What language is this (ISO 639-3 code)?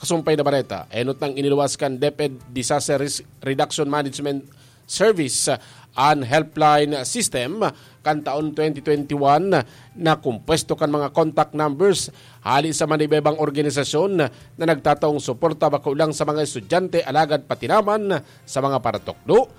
bik